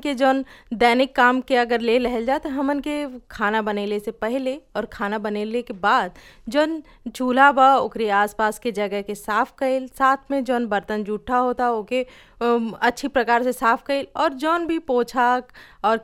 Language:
Bhojpuri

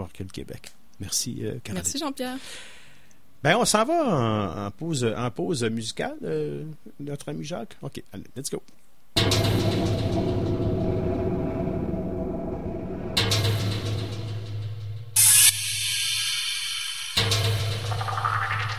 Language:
French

